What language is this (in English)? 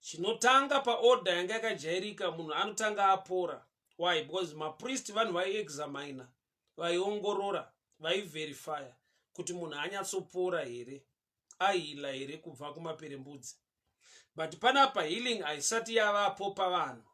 Shona